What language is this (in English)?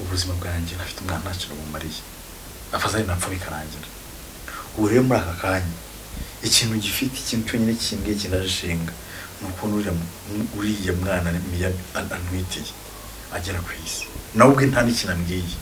Kinyarwanda